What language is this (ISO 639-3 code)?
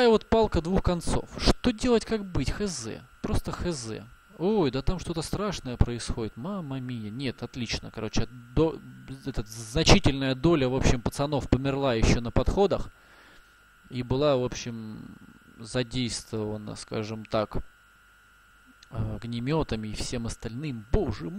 rus